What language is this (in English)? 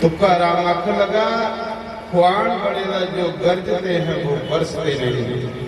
Dogri